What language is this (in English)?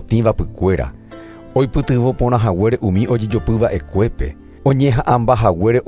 Guarani